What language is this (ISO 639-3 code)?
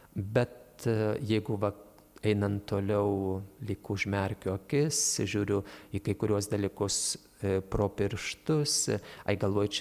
lit